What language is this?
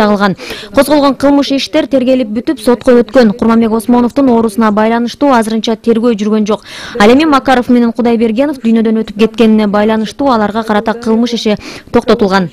Kyrgyz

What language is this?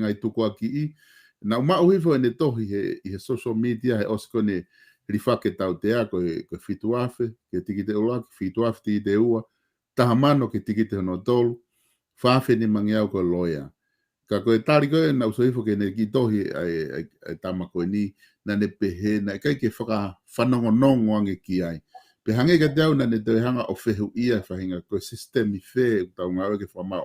Tongan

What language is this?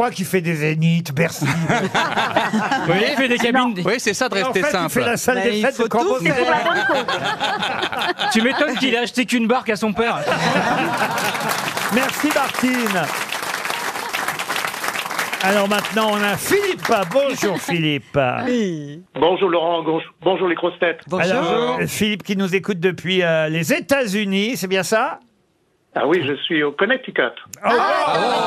French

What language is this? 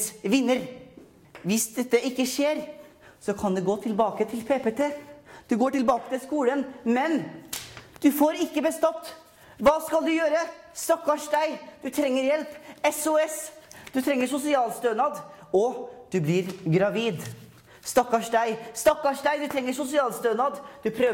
Norwegian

